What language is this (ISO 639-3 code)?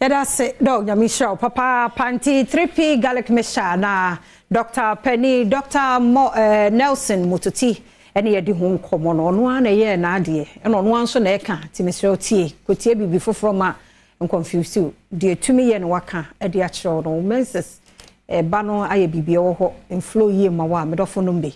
aka